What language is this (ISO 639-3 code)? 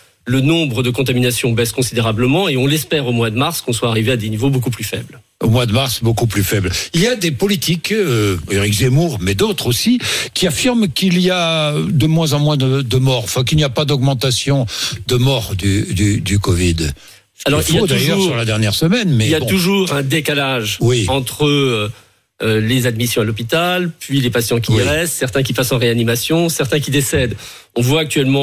fra